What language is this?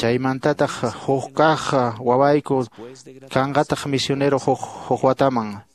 Quechua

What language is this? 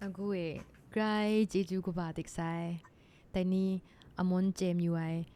Kachin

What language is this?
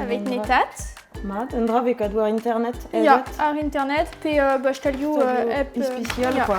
Breton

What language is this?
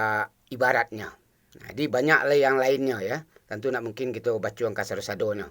Minangkabau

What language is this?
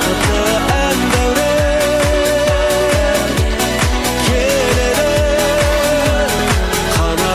Kazakh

